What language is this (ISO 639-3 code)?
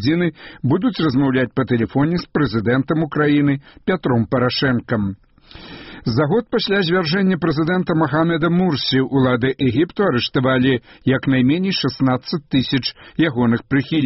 bel